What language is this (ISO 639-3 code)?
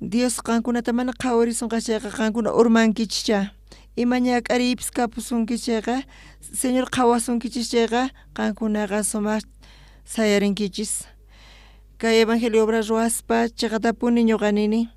quh